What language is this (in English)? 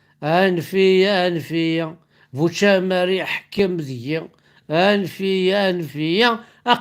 Kabyle